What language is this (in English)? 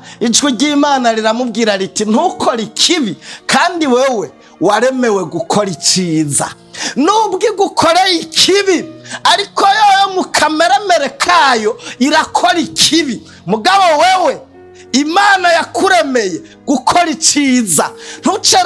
Rundi